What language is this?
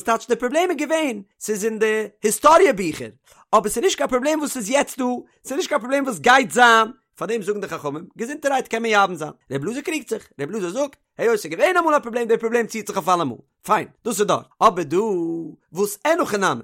Yiddish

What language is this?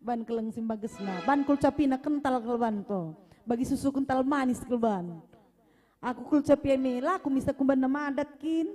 Batak Karo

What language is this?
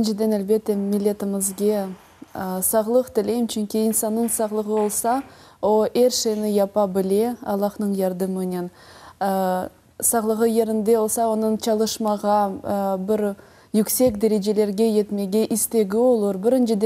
Crimean Tatar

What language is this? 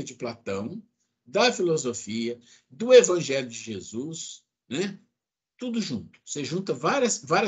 Portuguese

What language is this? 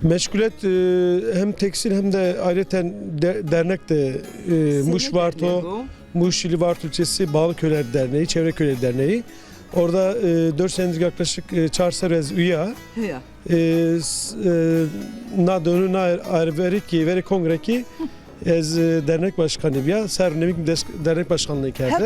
Zaza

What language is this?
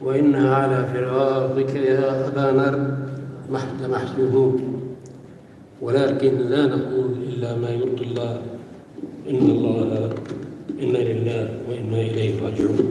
North Levantine Arabic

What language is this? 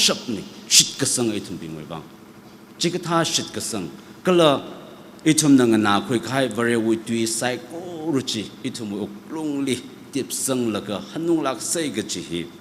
Tangkhul Naga (India)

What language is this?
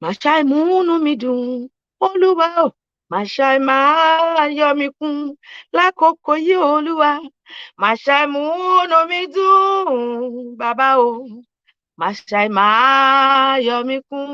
Yoruba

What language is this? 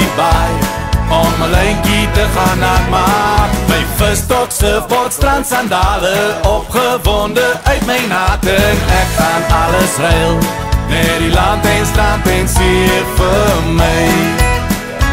Afrikaans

